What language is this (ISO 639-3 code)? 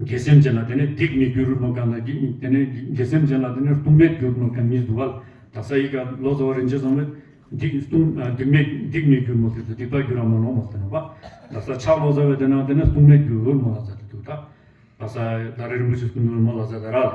bod